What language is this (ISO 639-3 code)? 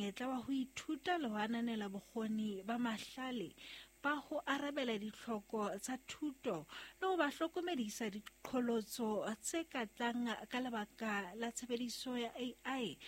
sot